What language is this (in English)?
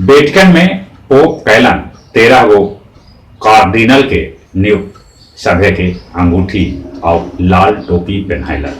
Magahi